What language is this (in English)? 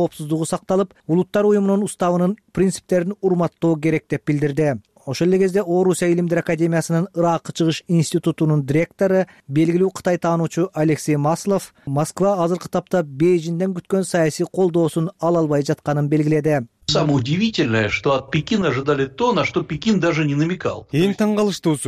Kyrgyz